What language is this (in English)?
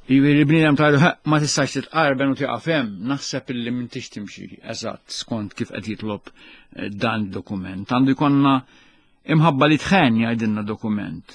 Maltese